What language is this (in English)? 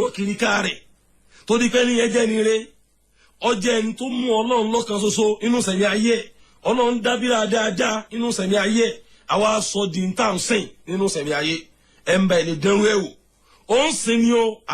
Yoruba